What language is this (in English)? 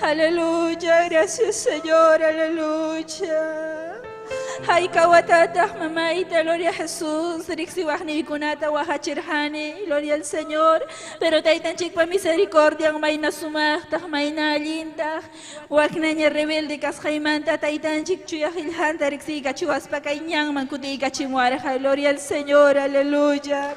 Ayacucho Quechua